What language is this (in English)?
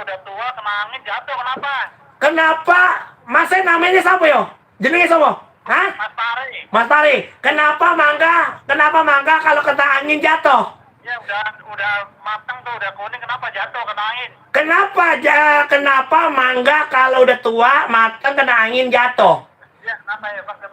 Betawi